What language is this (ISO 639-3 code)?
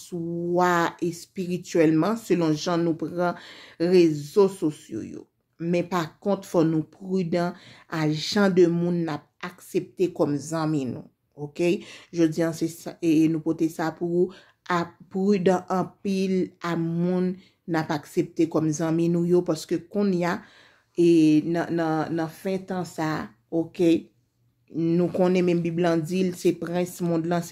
hat